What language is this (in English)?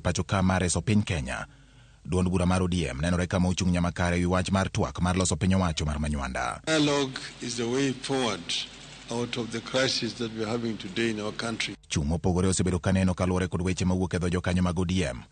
Luo (Kenya and Tanzania)